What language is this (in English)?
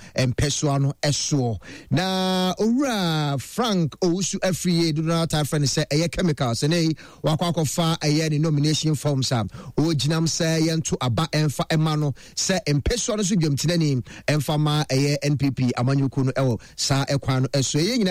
Akan